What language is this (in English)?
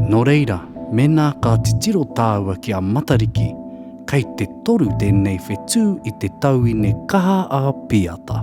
Māori